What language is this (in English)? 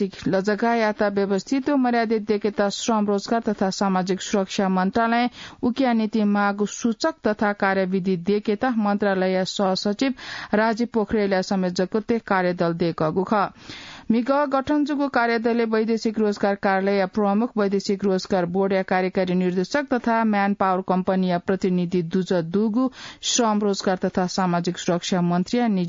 Newari